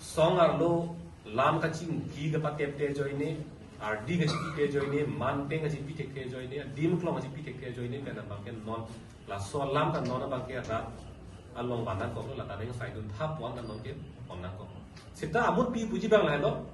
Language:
Karbi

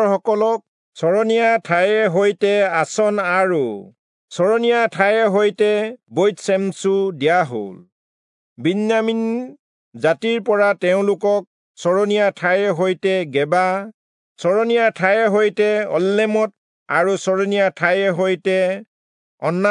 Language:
Assamese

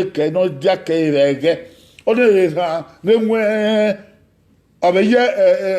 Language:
Bini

